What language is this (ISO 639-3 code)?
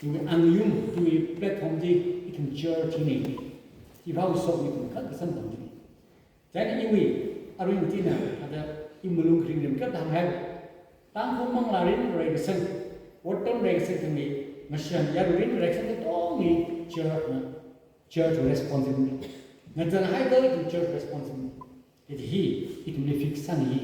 nmf